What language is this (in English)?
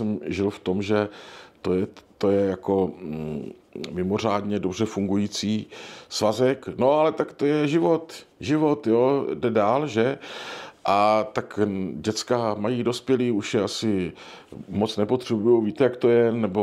Czech